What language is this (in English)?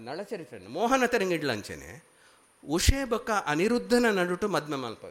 Tulu